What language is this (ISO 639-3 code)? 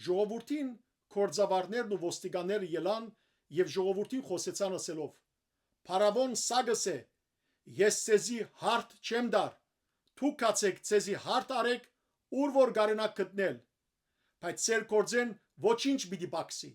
hyw